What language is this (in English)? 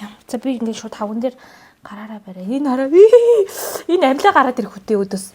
Mongolian